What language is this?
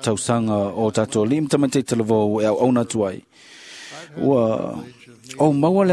Samoan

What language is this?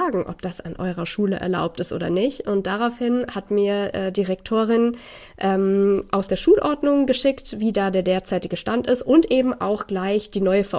German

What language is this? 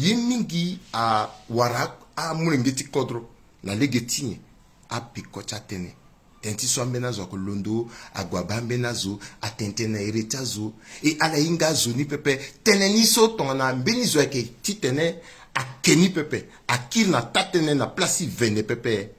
Sango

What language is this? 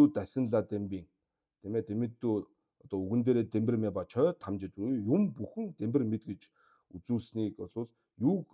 Mongolian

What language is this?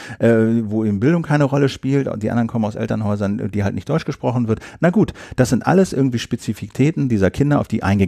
German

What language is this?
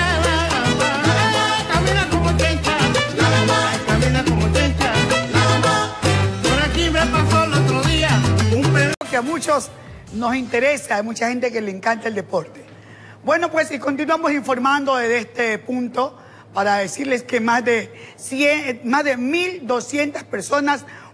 Spanish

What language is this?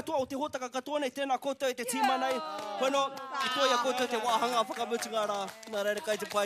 Māori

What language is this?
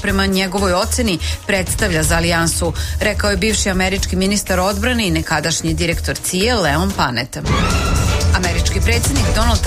Serbian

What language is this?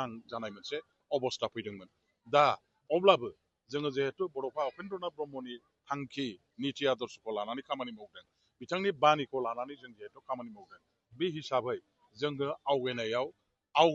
Bodo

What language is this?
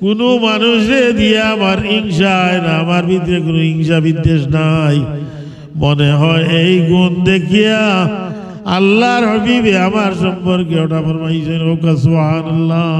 Sylheti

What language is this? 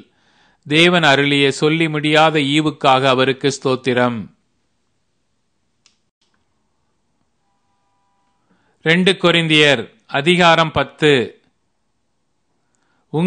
Tamil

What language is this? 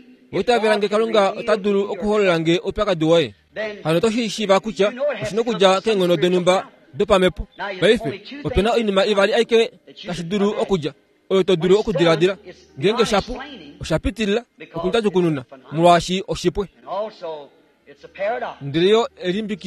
Kuanyama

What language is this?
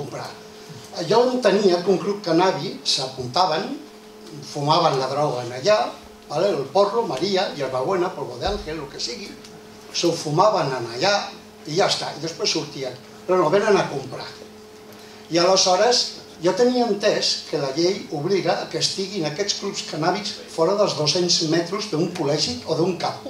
Catalan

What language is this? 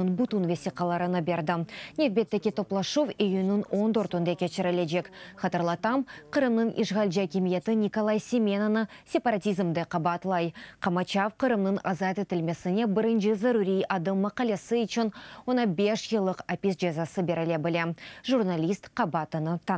Crimean Tatar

